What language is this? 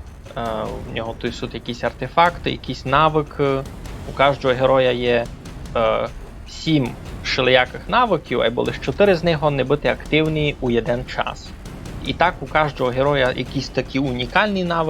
Rusyn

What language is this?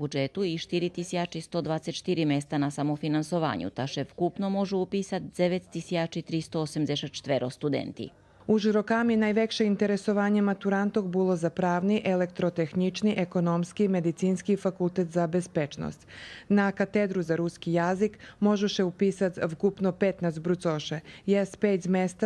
Rusyn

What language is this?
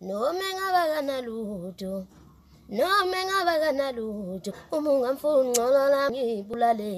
Zulu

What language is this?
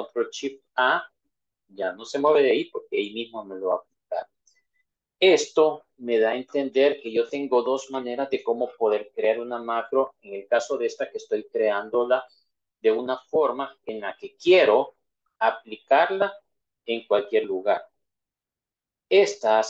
Spanish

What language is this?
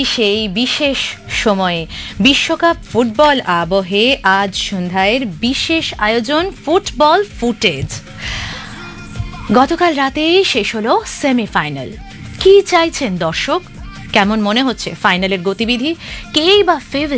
Bangla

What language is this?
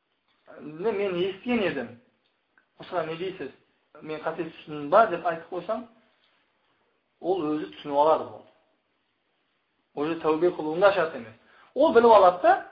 Kazakh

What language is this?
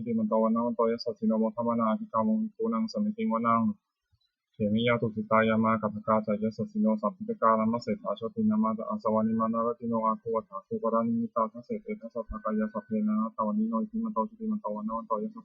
Pali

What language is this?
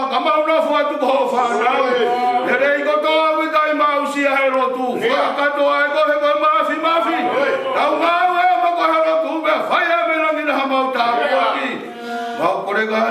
Tongan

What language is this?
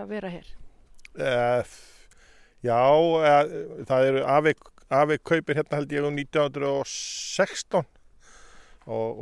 Icelandic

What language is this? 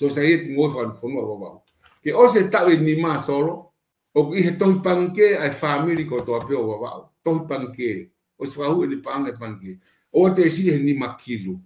Tongan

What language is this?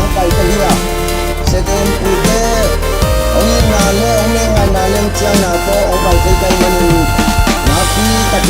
Tedim Chin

